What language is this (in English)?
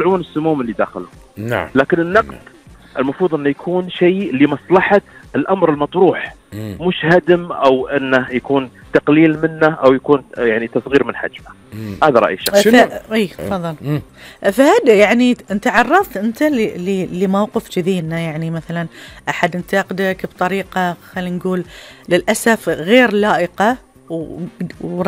Gulf Arabic